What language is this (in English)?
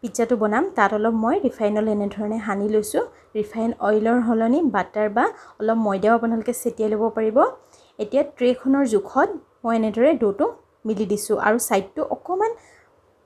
Assamese